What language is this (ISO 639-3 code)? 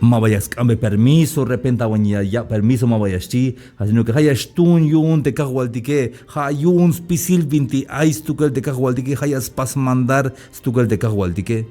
tzh